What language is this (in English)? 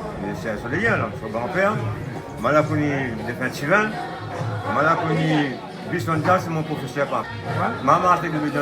Réunion Creole French